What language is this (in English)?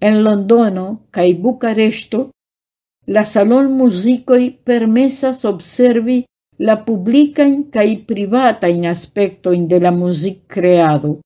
Esperanto